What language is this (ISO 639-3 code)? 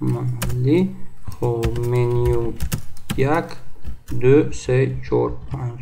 tgk